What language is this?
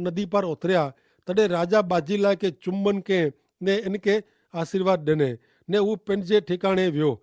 Kachhi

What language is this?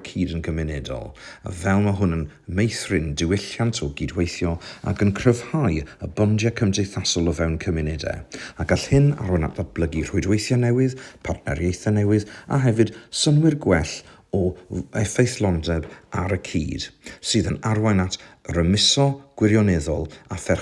Welsh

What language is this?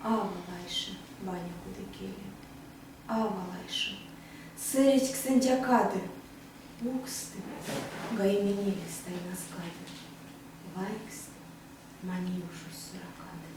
Erzya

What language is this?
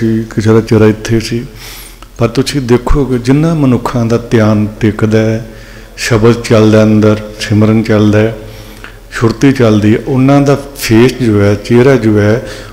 Punjabi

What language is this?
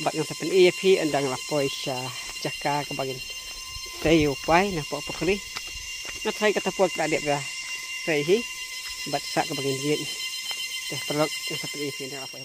Khasi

